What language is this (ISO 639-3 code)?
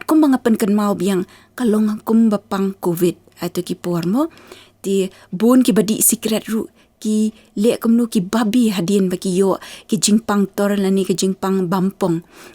kha